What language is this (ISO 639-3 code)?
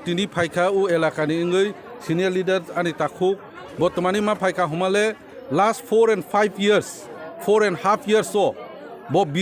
trp